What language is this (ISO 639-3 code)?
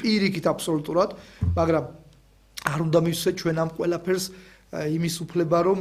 kat